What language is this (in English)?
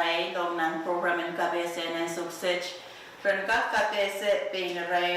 Pohnpeian